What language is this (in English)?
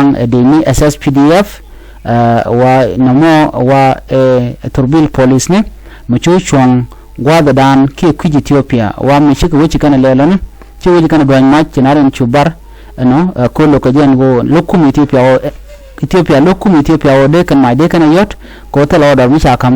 Nuer